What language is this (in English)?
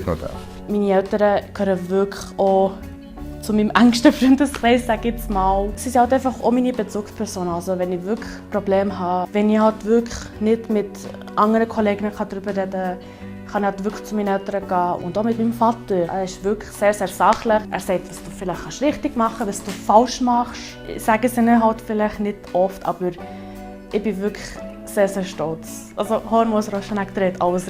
Swiss German